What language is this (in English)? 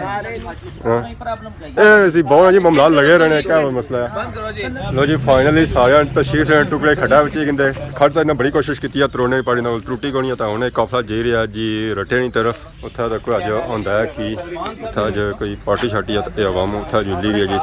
Pahari-Potwari